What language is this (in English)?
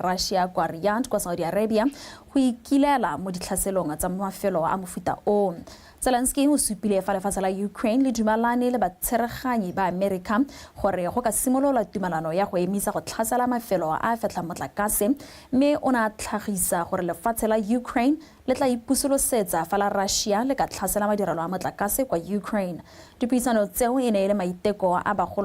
Tswana